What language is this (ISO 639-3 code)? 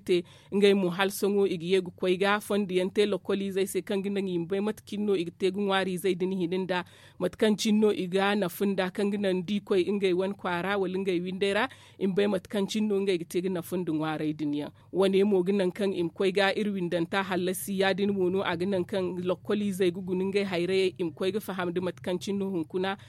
dje